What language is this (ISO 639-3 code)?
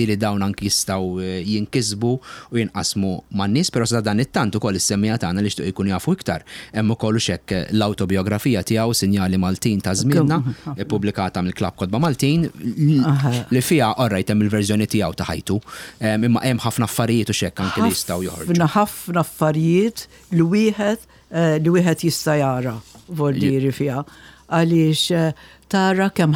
mlt